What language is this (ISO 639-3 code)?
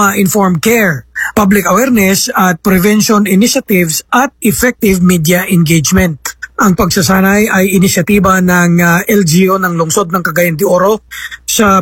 fil